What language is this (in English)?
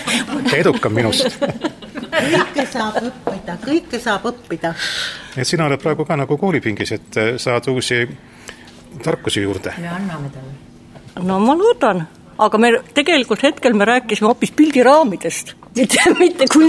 Estonian